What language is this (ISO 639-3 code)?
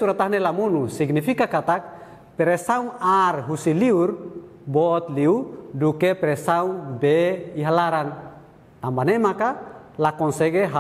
tet